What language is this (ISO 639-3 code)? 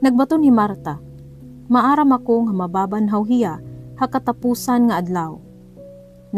war